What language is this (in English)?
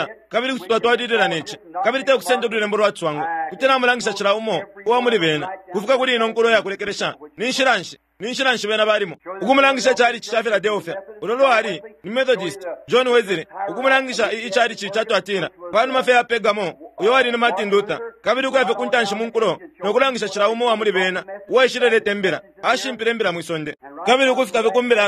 Bemba